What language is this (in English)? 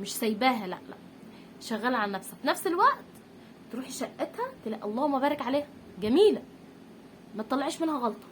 Egyptian Arabic